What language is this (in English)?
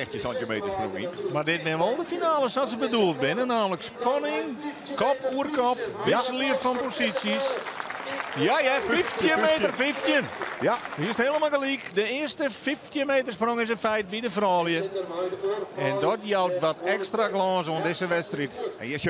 Western Frisian